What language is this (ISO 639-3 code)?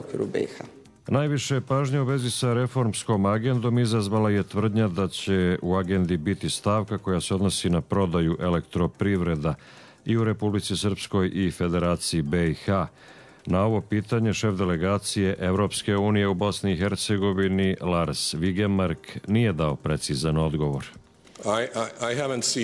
srp